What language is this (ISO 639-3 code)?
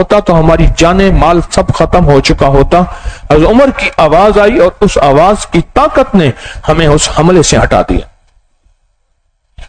urd